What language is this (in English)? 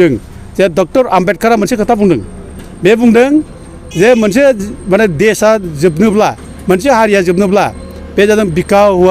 Bodo